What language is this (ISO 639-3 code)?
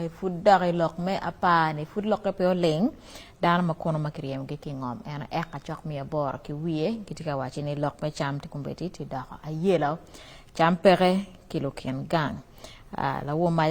ach